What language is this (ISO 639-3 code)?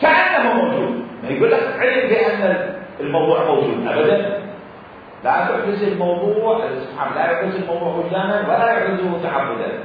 acm